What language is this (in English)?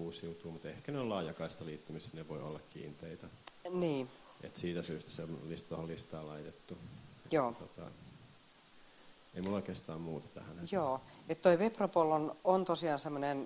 Finnish